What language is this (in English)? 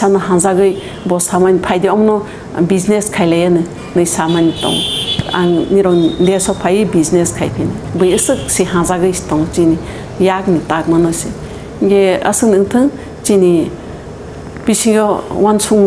Kok Borok